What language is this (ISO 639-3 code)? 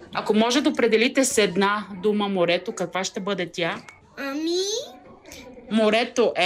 bul